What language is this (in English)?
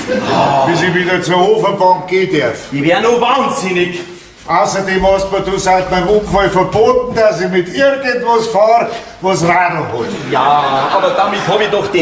Bavarian